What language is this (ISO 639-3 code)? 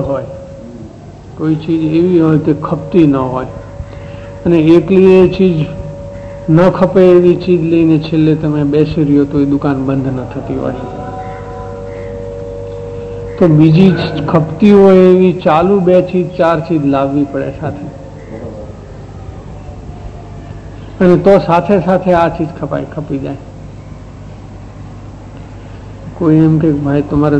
guj